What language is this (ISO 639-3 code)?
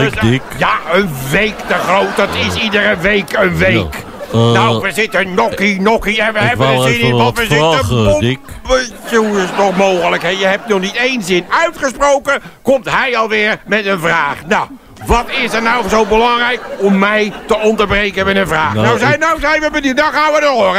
nld